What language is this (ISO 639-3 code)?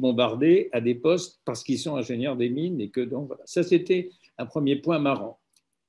fra